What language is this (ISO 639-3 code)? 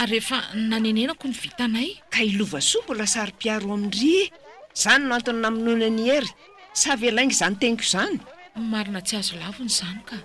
mlg